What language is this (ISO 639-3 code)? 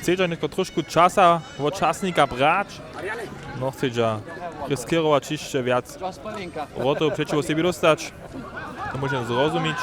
hsb